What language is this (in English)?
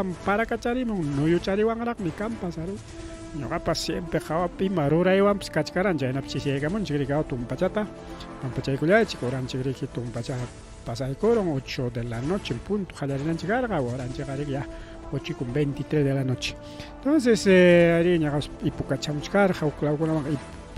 Ayacucho Quechua